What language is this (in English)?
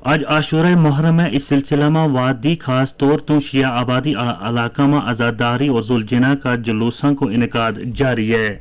Gujari